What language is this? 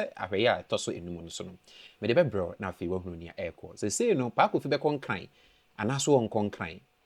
Akan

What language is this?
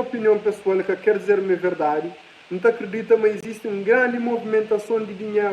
Kabuverdianu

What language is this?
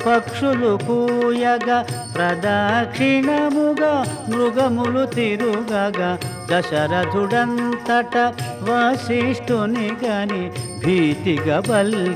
Telugu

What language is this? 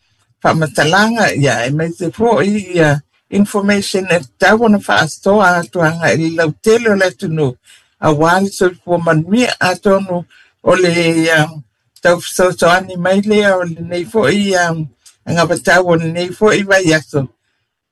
Samoan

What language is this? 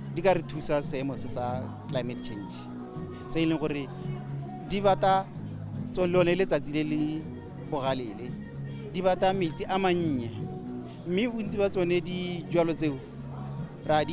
Tswana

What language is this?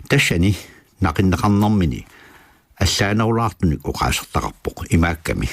Kalaallisut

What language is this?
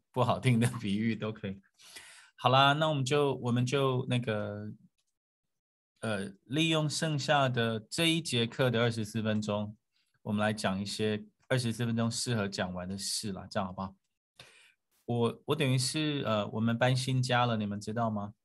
Chinese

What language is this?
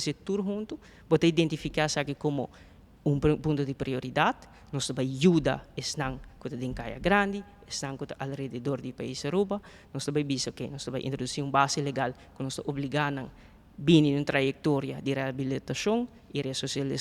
Papiamento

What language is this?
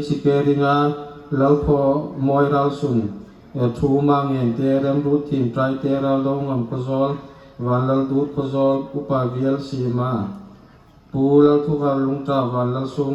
Hmar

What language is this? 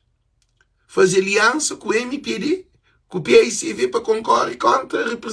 Kabuverdianu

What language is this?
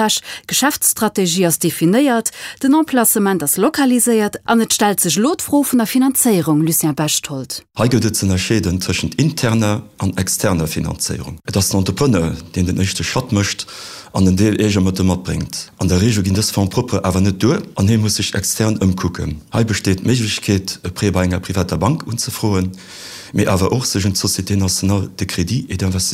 Luxembourgish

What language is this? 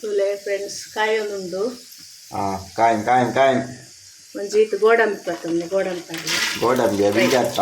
Tulu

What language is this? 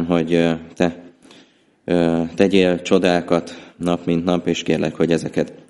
Hungarian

